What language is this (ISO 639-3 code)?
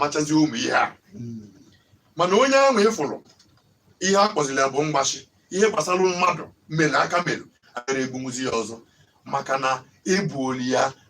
ibo